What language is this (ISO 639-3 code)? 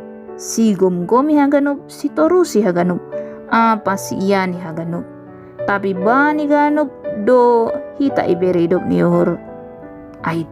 bts